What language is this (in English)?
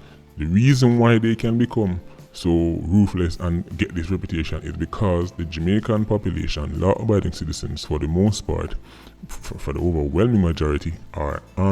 Jamaican Creole English